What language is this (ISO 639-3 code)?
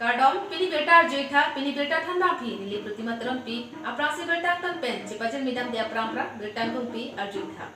mjw